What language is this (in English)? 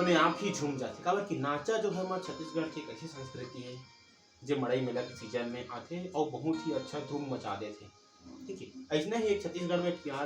Chhattisgarhi